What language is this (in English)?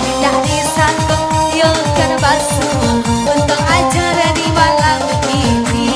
Minangkabau